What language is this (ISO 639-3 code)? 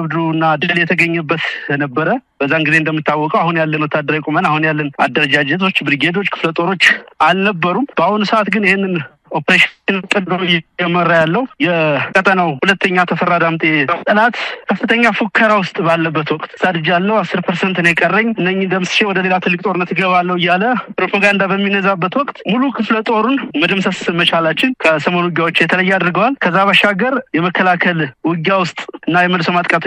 amh